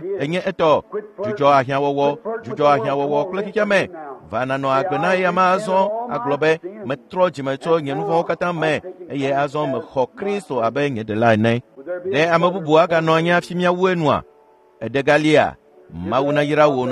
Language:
Ewe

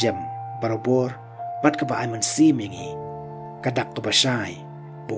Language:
Khasi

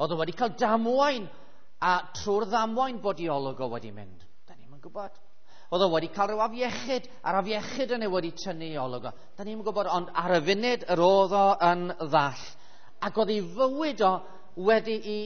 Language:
Welsh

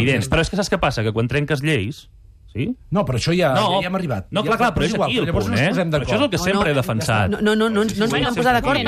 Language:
Catalan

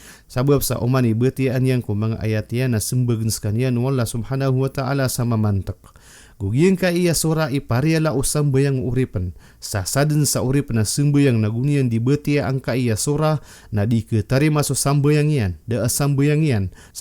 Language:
Maranao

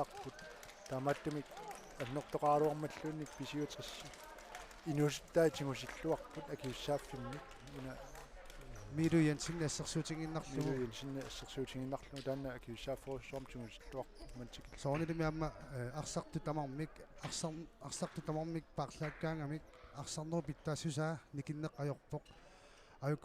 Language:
Kalaallisut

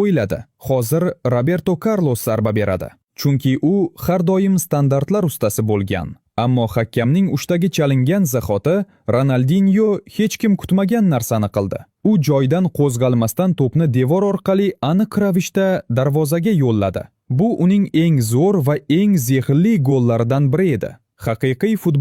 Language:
Uzbek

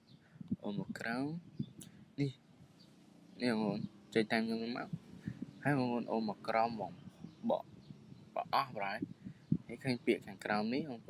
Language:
Khmer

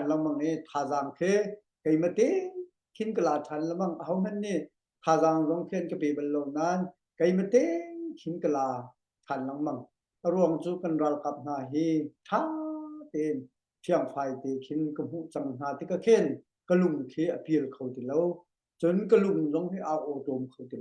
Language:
Hakha Chin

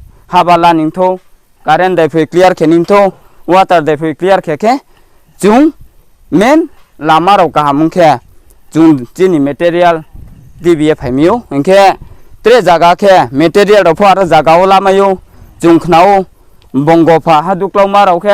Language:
Riang (India)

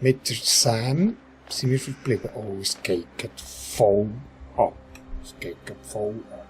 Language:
Swiss German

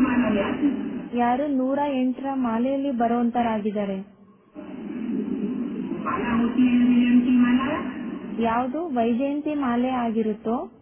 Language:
Kannada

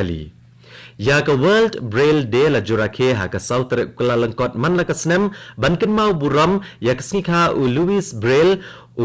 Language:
Khasi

